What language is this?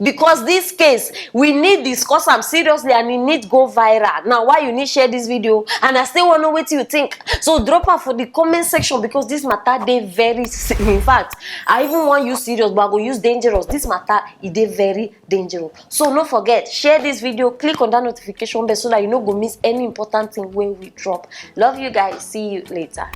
Nigerian Pidgin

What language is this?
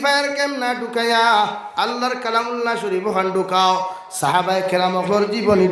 Sylheti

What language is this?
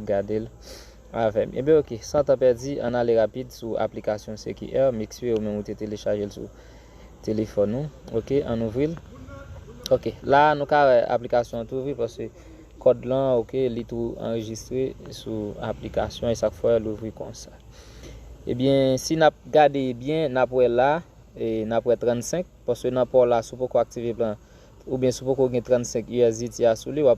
Haitian Creole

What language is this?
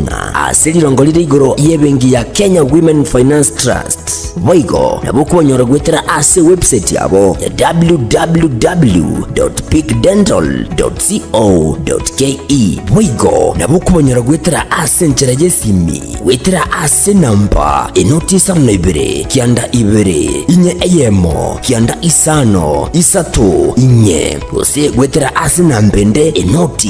Gusii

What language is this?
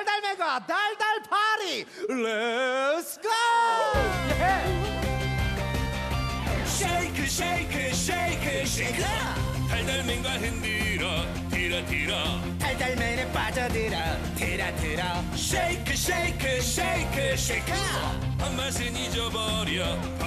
Korean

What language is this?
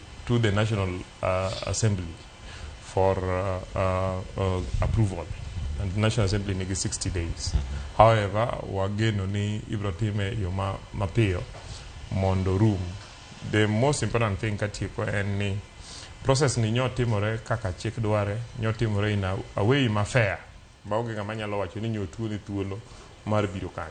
Luo (Kenya and Tanzania)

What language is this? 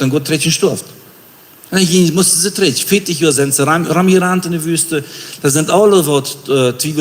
Plautdietsch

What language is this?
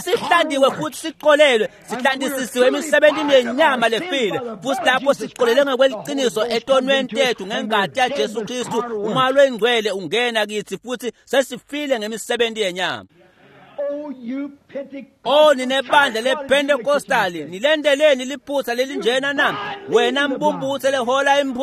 Swati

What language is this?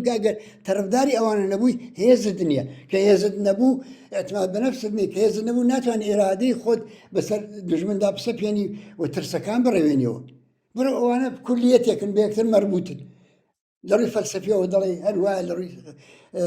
Central Kurdish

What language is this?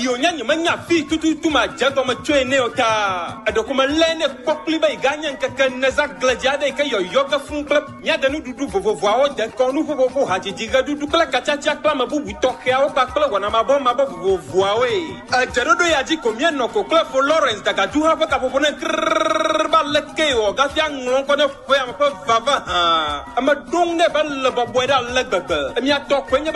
Ewe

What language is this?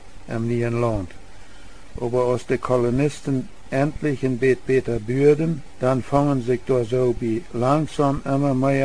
Plautdietsch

